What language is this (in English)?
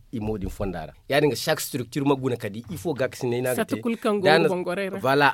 Zarma